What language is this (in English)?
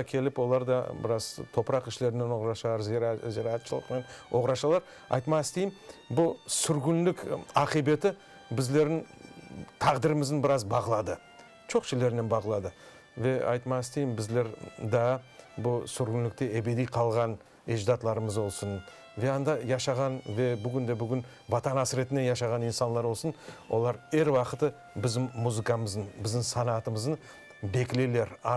Crimean Tatar